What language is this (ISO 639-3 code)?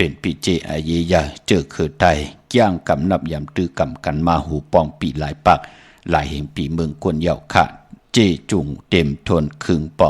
shn